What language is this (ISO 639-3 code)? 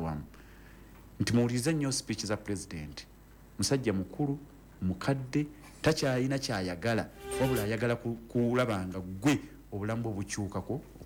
lug